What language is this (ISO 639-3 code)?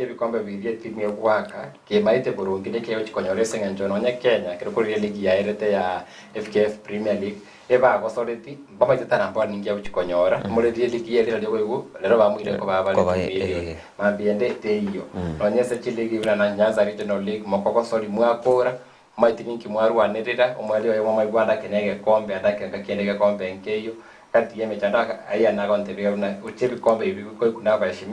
guz